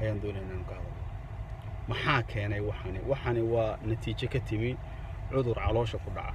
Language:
Somali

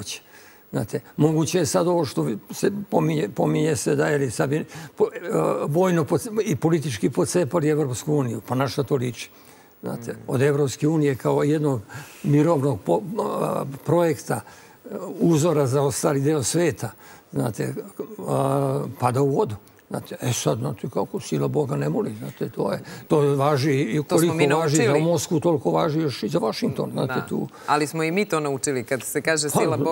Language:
Serbian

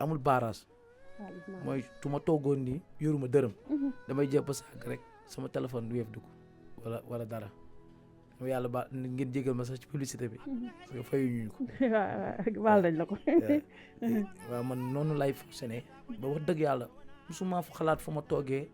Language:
Wolof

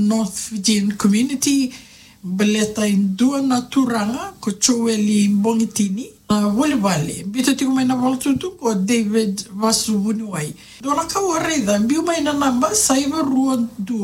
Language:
Fijian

